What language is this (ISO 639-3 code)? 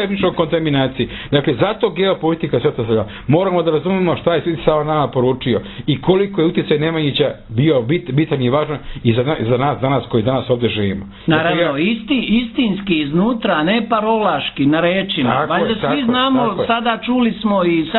srp